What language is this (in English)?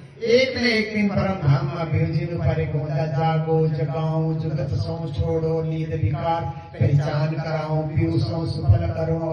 Nepali